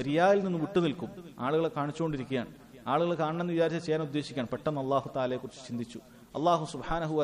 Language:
Malayalam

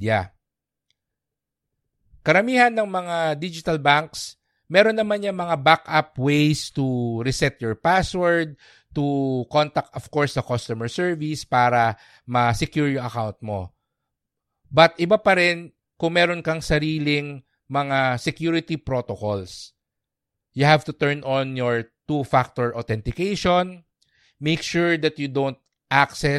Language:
Filipino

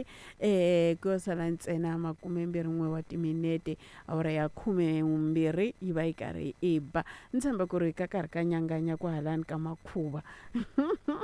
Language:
Tsonga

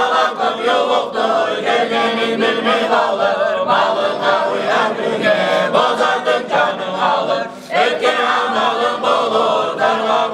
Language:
Kumyk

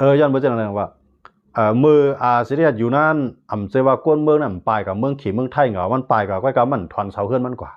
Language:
Shan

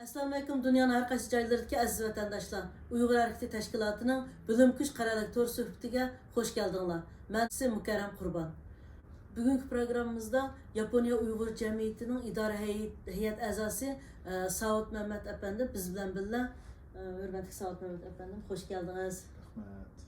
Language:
Uyghur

